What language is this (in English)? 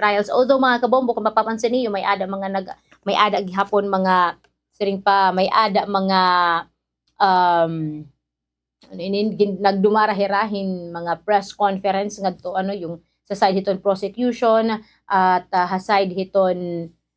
Waray